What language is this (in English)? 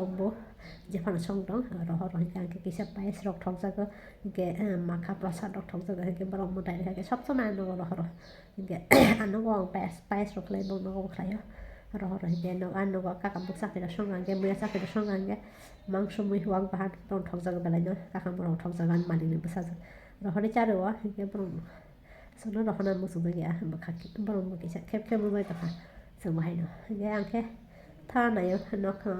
Kok Borok